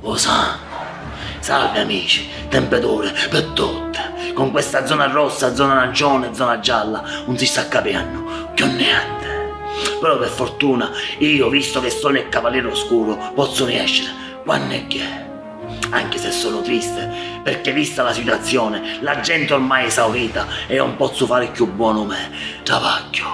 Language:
Sicilian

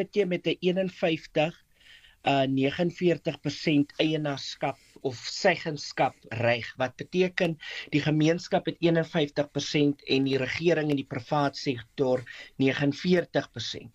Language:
Afrikaans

